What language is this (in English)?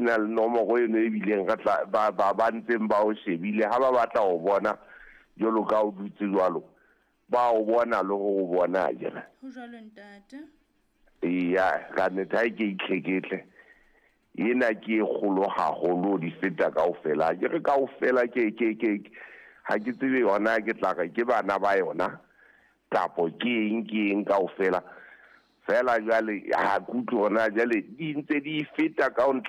Southern Sotho